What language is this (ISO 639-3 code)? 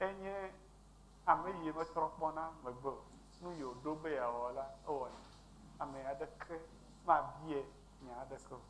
ewe